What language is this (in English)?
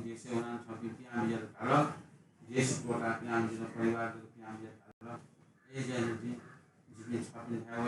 Newari